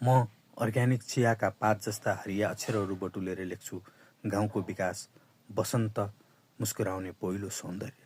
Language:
Nepali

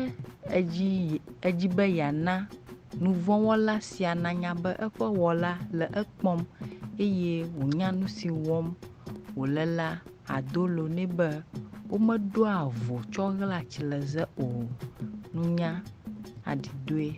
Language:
Ewe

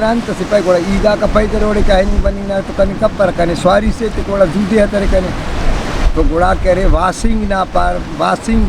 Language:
Brahui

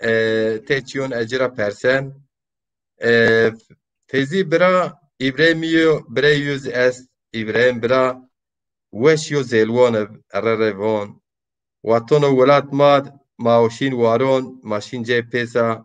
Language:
Zaza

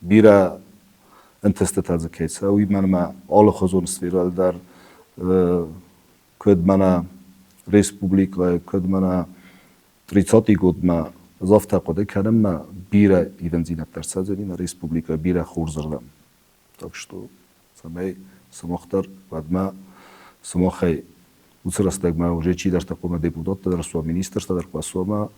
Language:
Ossetic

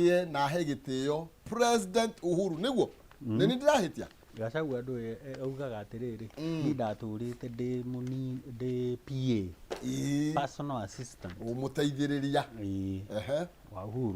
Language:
Kikuyu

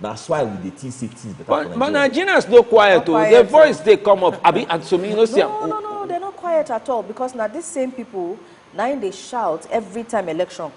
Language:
Nigerian Pidgin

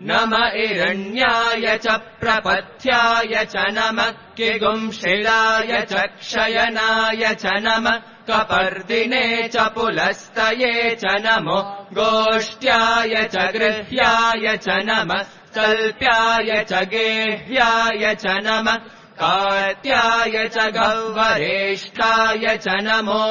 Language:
Sanskrit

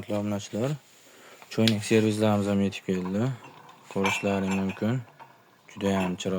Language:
Uzbek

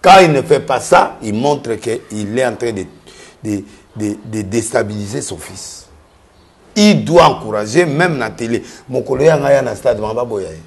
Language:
Lingala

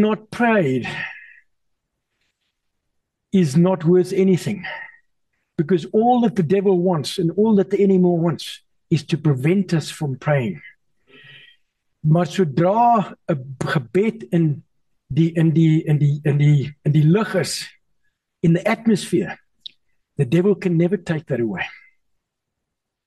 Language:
Afrikaans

